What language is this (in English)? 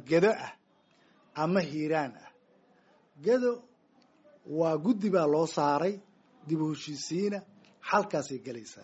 Somali